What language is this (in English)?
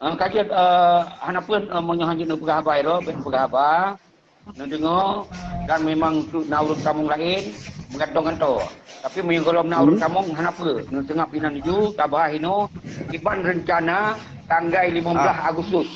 Achinese